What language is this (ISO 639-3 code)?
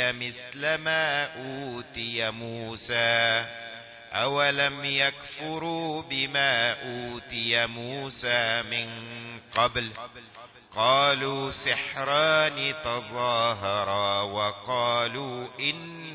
ara